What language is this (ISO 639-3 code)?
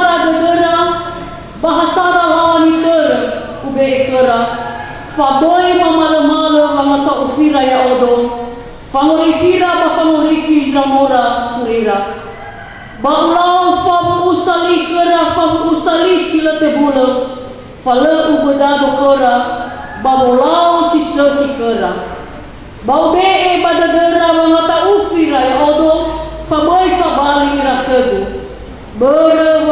nia